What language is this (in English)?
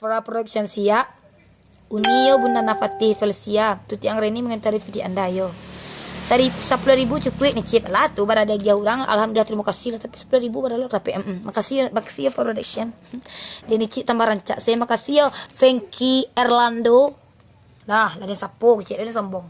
Minangkabau